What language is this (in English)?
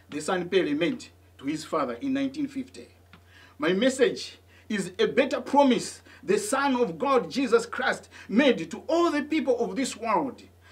English